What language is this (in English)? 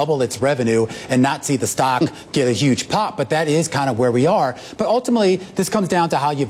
English